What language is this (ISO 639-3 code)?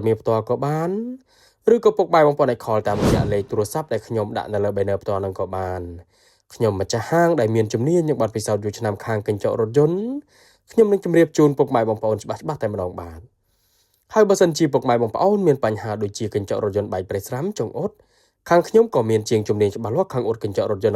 khm